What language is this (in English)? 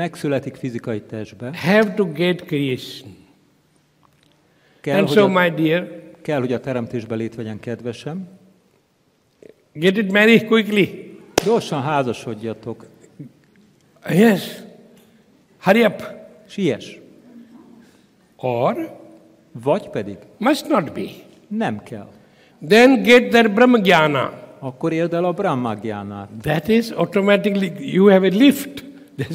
Hungarian